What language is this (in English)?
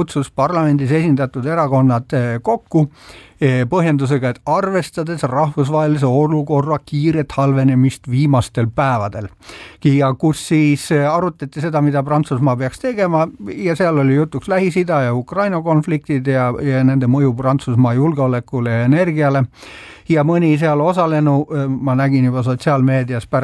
Estonian